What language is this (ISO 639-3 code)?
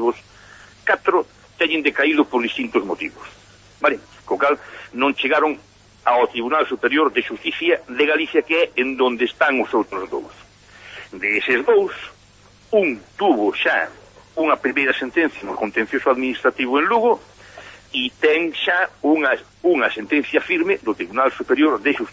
glg